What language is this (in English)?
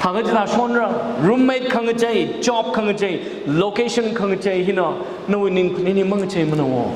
Tangkhul Naga (India)